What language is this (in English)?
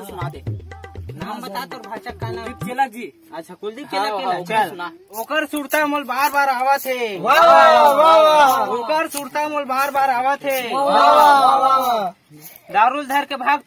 Chhattisgarhi